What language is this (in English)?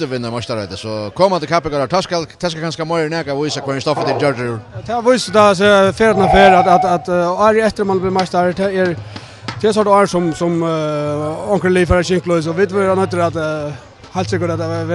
Faroese